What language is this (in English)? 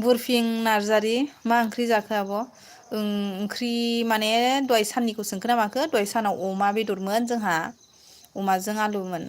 Bodo